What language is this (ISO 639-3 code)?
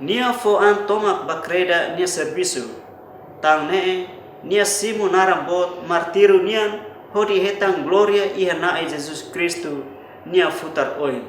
tet